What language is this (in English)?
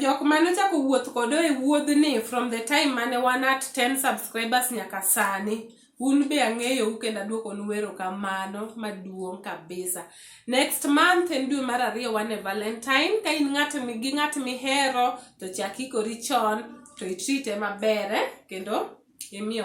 Luo (Kenya and Tanzania)